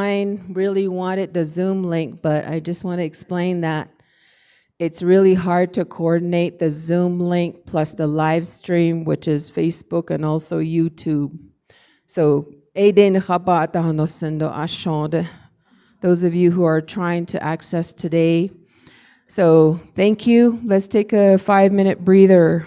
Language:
Navajo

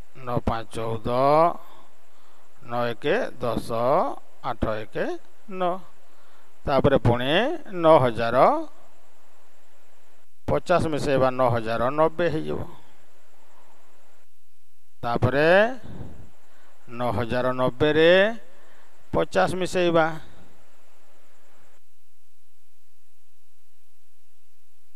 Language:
Odia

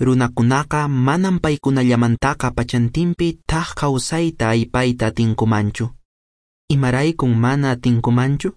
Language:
Quechua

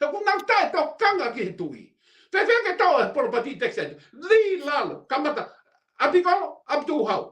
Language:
Tongan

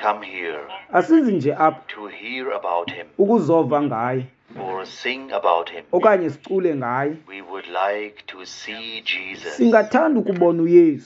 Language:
Xhosa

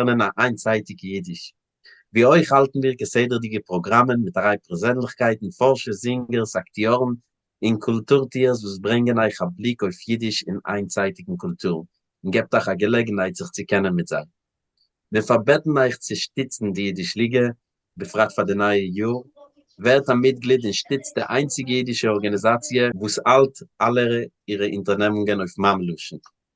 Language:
Yiddish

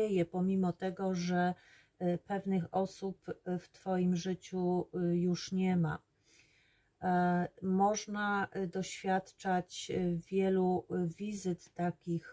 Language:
Polish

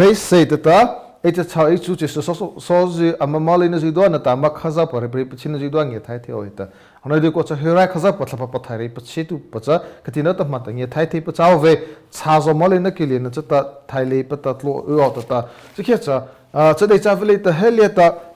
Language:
Mara Chin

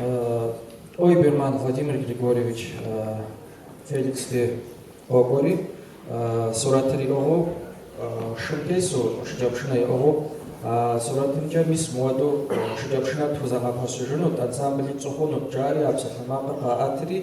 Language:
Kabardian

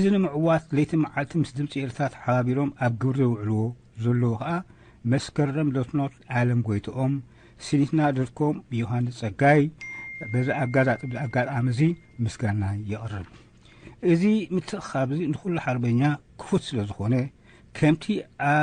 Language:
Tigrinya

